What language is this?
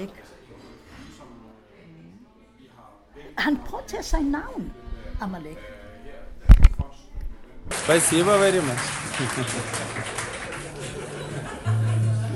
Danish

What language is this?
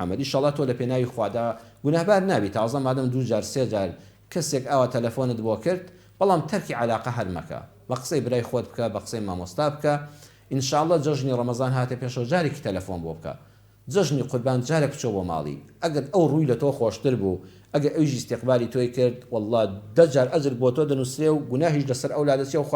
Central Kurdish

